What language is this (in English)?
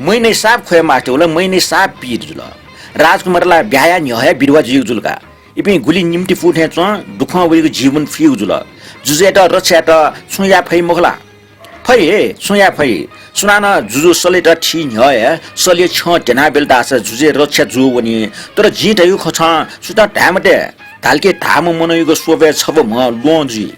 Newari